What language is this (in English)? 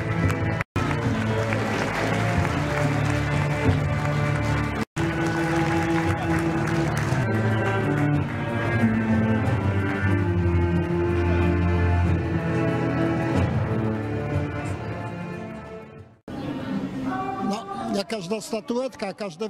Polish